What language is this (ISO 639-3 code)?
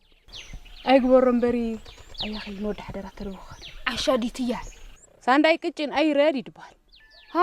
tir